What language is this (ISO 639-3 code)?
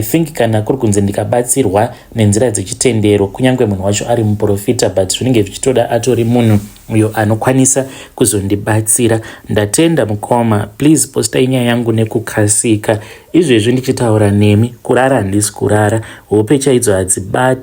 sna